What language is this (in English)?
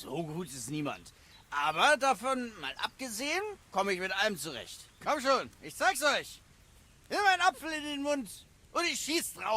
Swiss German